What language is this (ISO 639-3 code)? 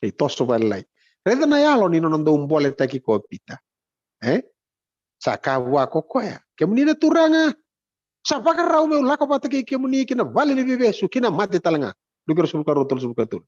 fij